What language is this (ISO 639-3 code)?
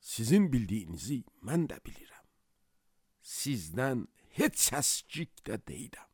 aze